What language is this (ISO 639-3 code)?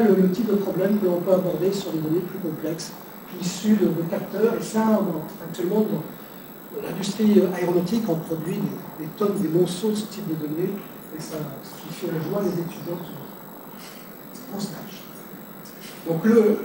fra